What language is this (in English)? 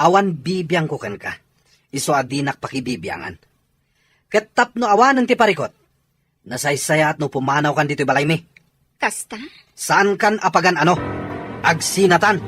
Iloko